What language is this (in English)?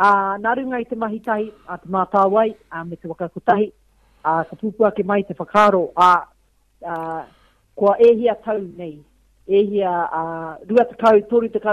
Māori